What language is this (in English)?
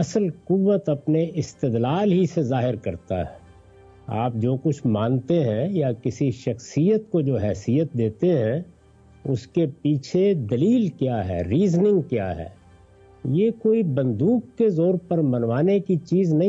Urdu